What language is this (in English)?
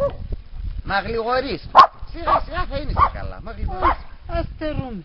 Pontic